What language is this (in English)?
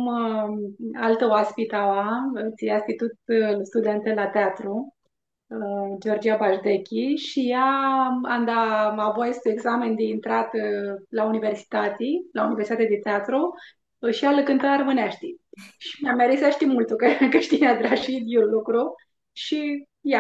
Aromanian